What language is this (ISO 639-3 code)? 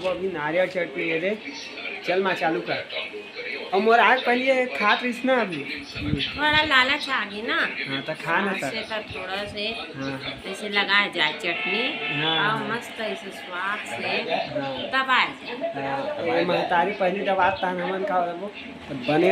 hne